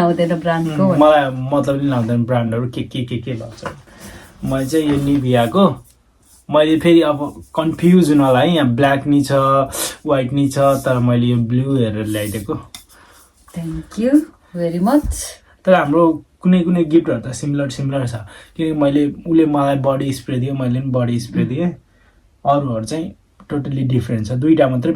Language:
Nepali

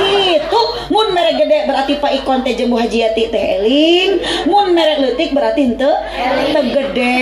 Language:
Sundanese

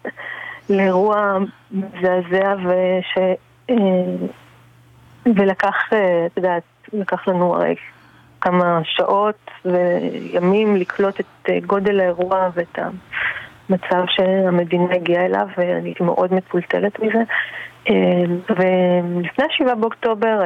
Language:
Hebrew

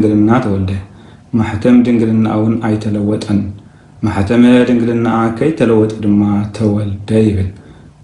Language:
Tigrinya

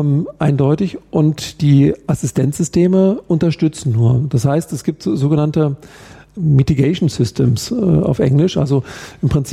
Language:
German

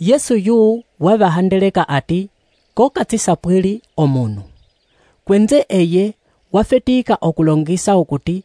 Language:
Umbundu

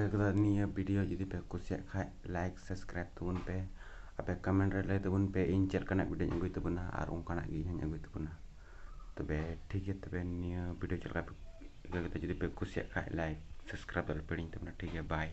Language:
Santali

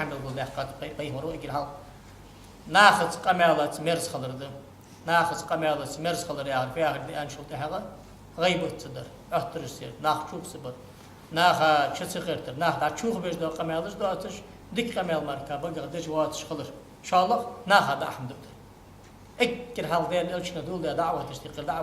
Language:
Ingush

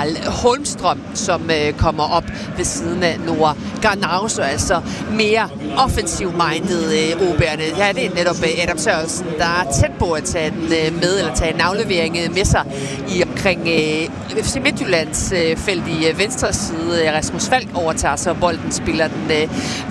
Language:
Danish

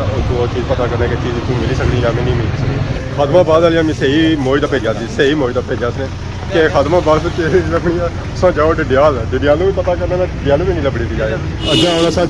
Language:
Pahari-Potwari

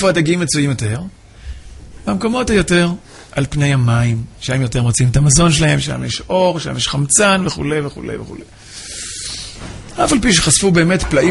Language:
Hebrew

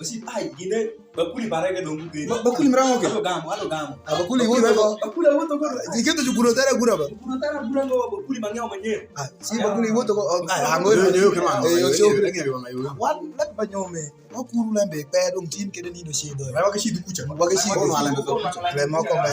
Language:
Alur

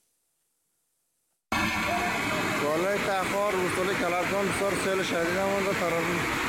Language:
Persian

